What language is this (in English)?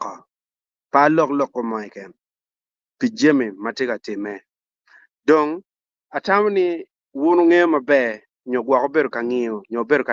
Acoli